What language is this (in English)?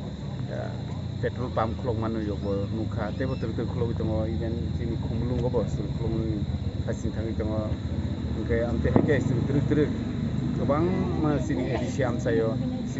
Kok Borok